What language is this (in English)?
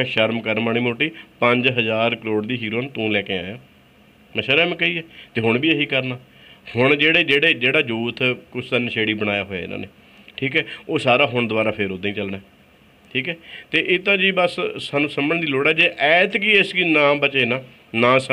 Punjabi